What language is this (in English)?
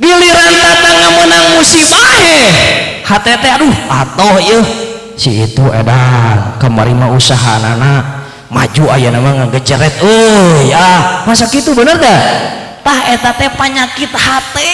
Sundanese